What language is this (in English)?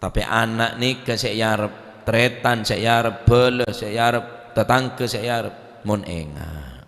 Madurese